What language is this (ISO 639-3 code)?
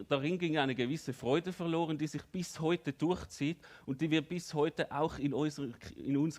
gsw